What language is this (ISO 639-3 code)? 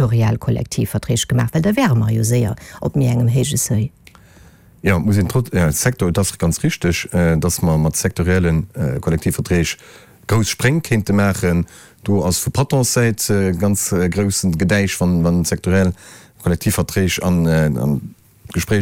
ltz